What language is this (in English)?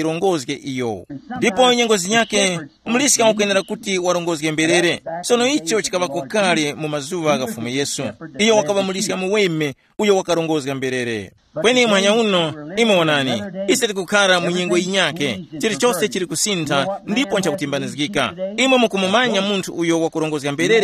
Tumbuka